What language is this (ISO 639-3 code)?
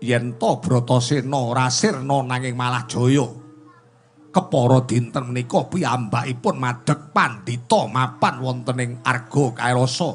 jav